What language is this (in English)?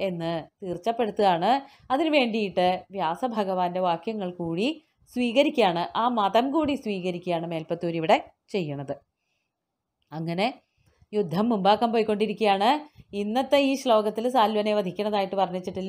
Malayalam